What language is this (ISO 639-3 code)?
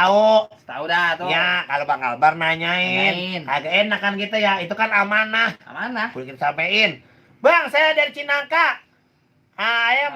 bew